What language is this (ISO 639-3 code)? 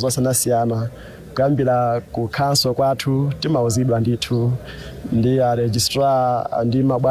nya